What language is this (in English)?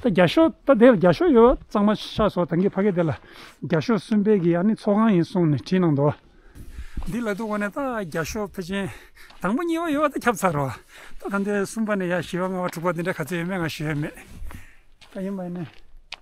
Tibetan